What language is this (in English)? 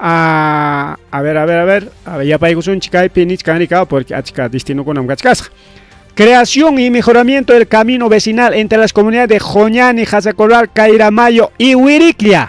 Ayacucho Quechua